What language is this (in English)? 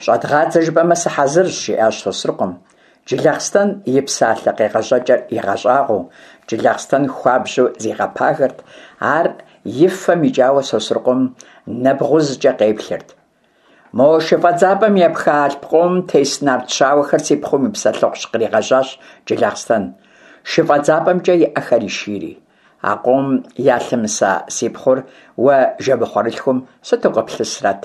Kabardian